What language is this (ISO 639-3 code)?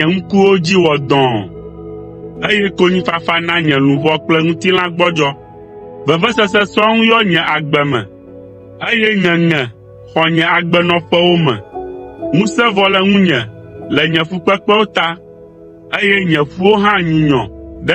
ewe